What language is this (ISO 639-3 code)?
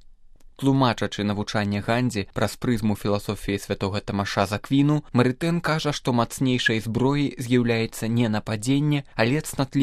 bel